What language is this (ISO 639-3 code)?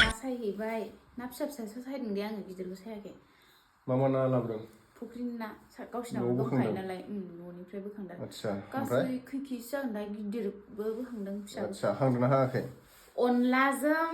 brx